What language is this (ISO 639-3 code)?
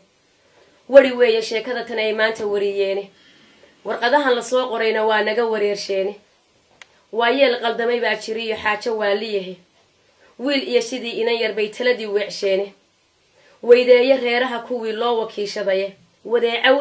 som